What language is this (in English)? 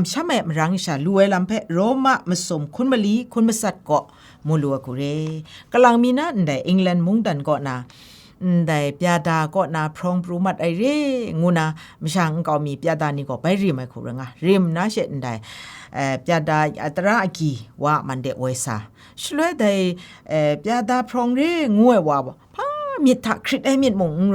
Kachin